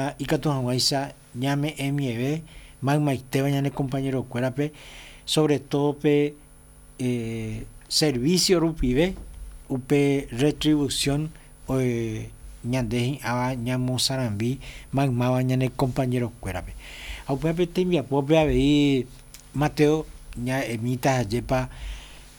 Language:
Guarani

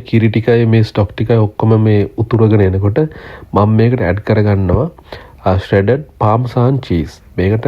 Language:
Sinhala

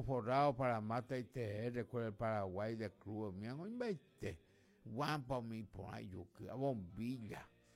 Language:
Guarani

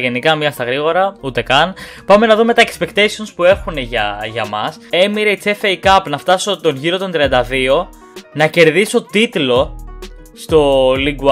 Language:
Greek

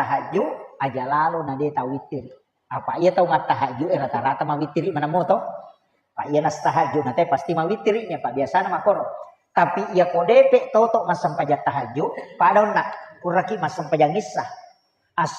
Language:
Buginese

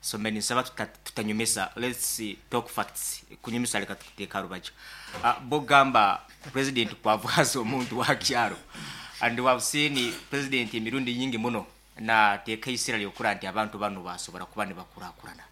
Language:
Nyankole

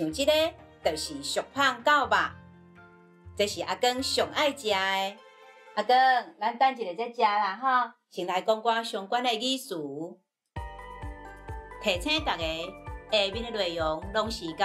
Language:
Min Nan Chinese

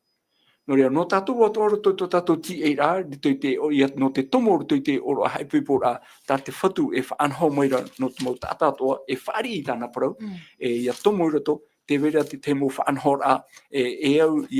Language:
Tahitian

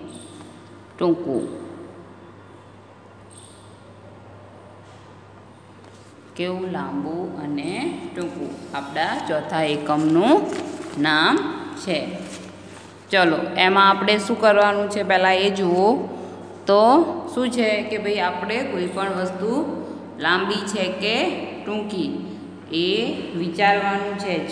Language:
Gujarati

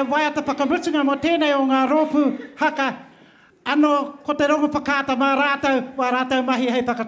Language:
Māori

